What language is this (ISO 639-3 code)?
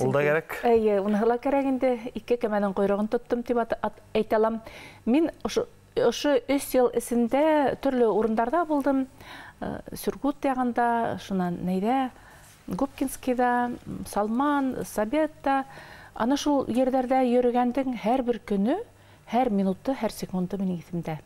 bak